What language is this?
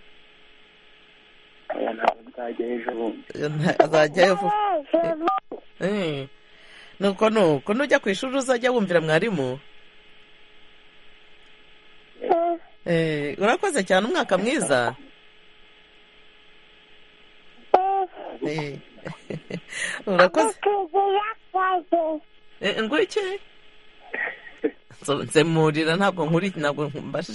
Kinyarwanda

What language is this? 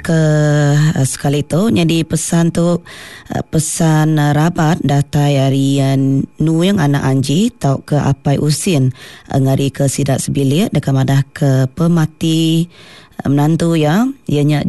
Iban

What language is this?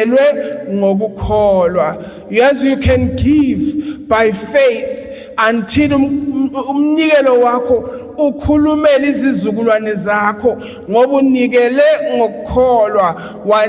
Zulu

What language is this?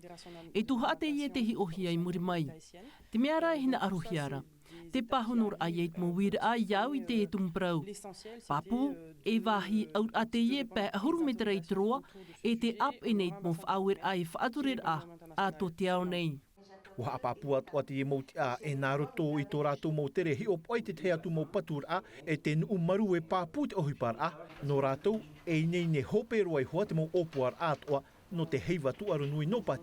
Tahitian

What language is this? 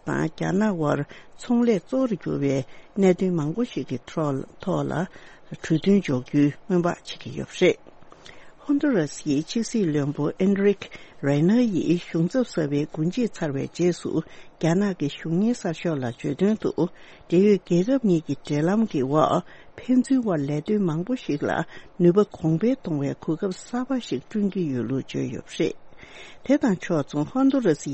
Tibetan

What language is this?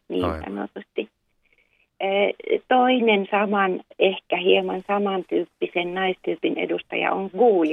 Finnish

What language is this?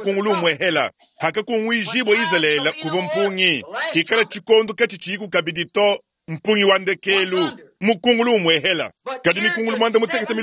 Luba-Lulua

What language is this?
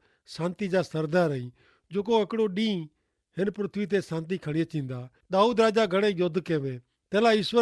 Kachhi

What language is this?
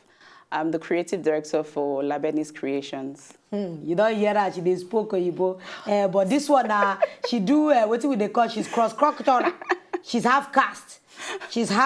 Nigerian Pidgin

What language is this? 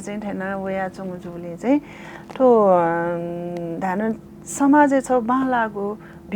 Newari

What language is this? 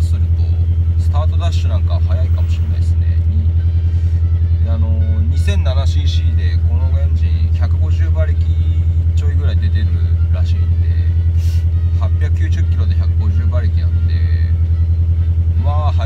Japanese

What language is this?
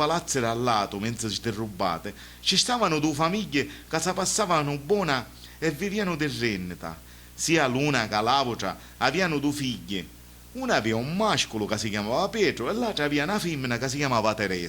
Sicilian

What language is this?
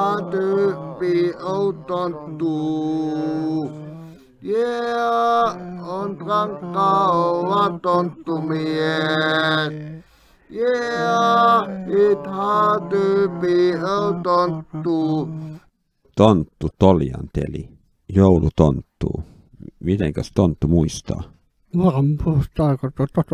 Finnish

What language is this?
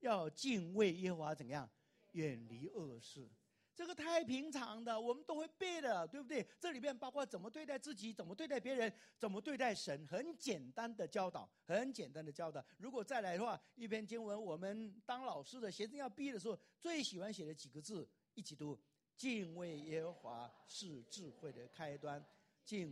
Chinese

